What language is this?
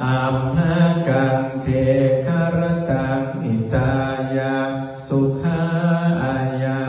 Pali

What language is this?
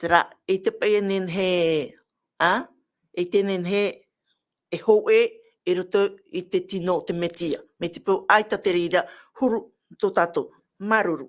Tahitian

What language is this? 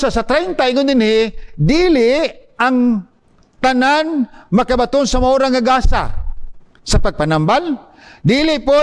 Cebuano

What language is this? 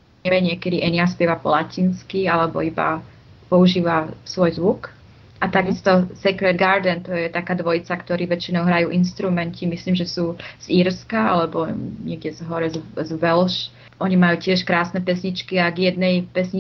Slovak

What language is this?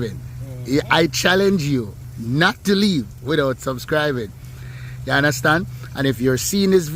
Jamaican Creole English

